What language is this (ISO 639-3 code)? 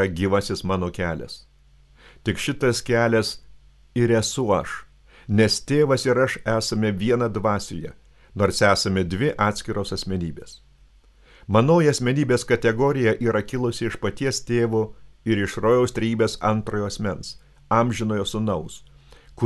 lit